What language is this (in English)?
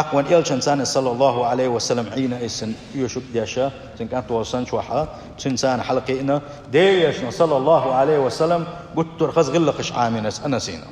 Chechen